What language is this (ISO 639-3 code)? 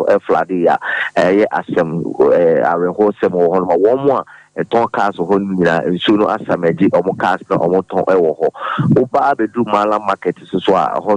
aka